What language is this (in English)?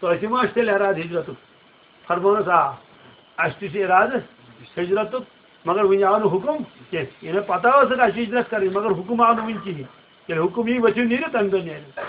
Kashmiri